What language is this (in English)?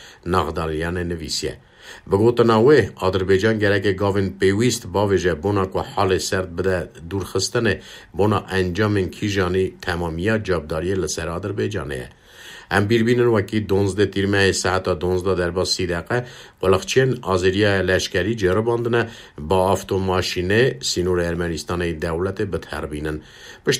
Kurdish